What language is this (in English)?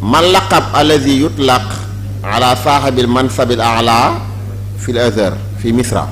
Wolof